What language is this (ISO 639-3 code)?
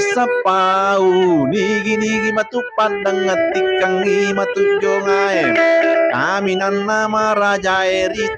bug